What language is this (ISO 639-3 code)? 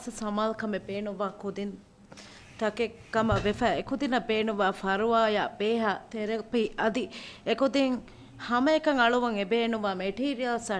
div